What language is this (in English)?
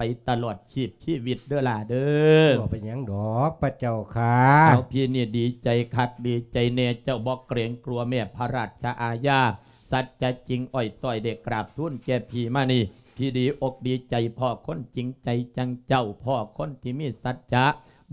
Lao